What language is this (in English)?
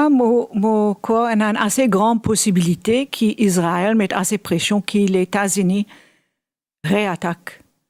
Morisyen